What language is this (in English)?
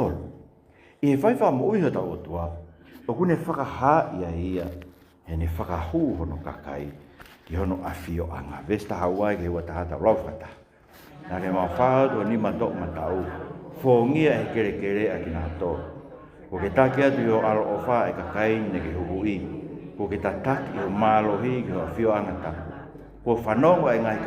Tongan